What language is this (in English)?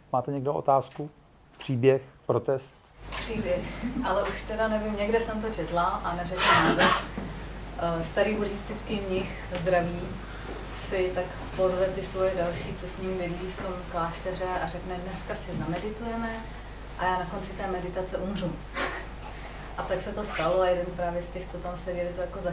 Czech